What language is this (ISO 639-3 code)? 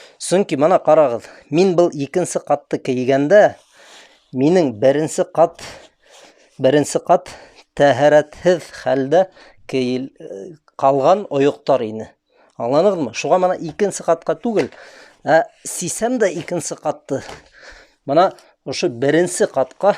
bak